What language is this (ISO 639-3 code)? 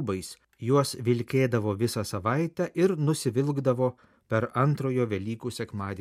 lit